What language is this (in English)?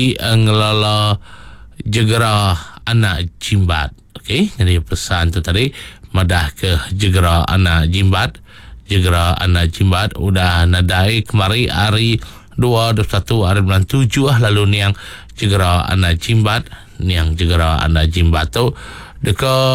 Iban